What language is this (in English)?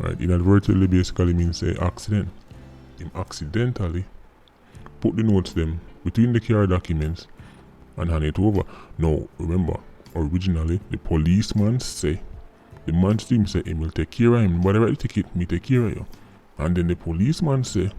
Jamaican Creole English